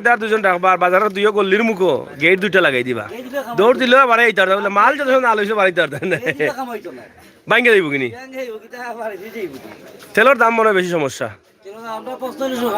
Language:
Sylheti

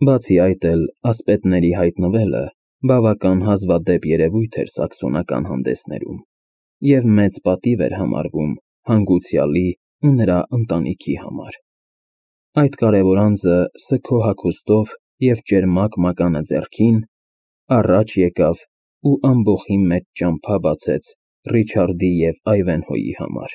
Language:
Armenian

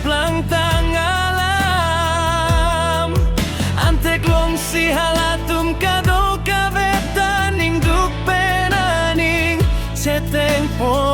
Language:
Karbi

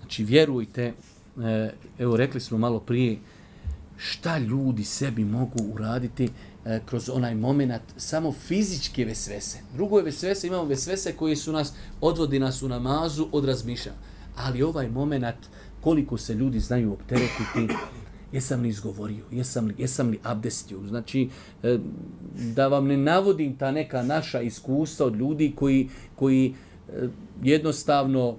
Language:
Bosnian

